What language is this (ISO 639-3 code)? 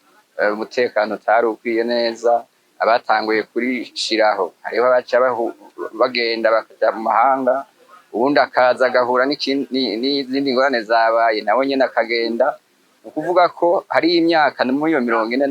run